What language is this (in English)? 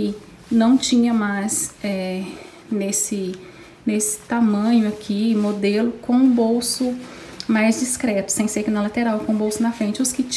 Portuguese